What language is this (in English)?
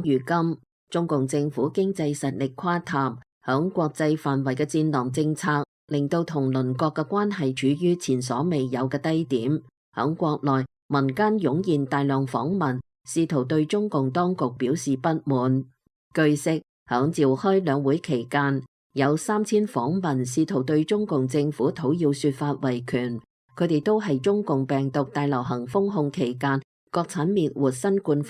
Cantonese